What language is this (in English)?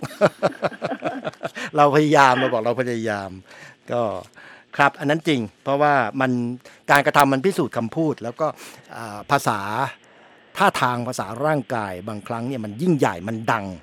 Thai